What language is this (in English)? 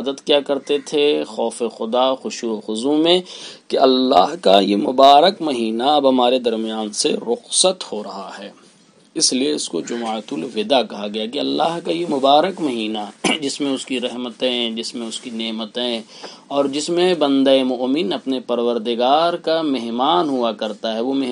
Urdu